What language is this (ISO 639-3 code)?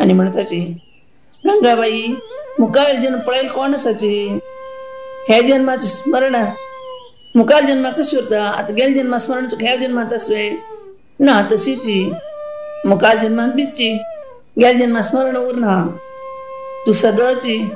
kok